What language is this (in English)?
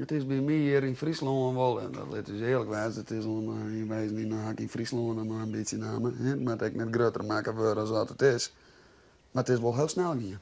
Western Frisian